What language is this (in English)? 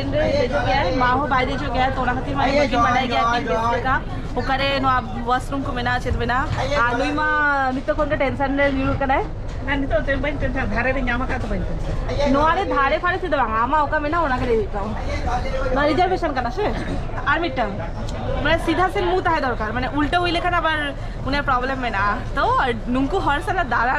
Santali